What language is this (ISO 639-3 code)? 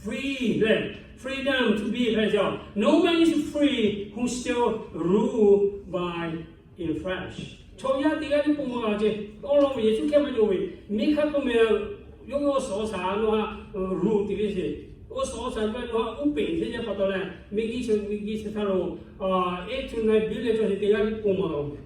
lhu